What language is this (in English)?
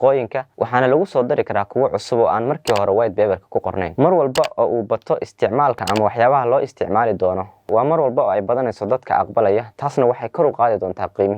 Somali